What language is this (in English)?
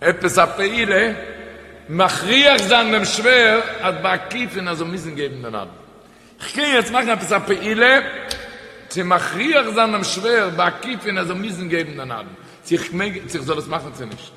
Yiddish